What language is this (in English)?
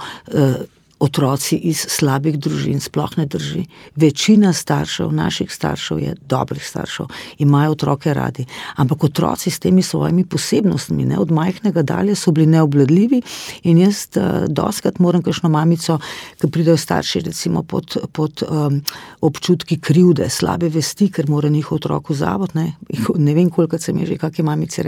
Slovenian